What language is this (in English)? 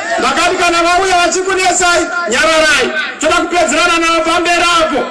Shona